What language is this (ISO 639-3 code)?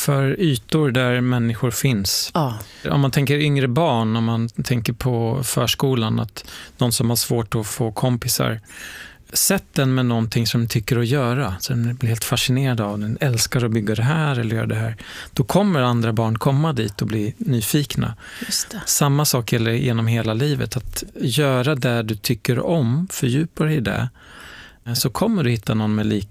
swe